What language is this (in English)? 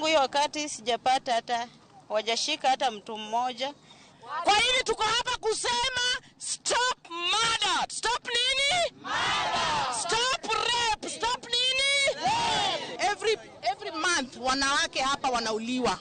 Luo (Kenya and Tanzania)